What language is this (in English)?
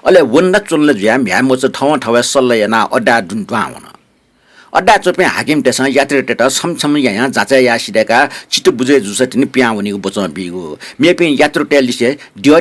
Newari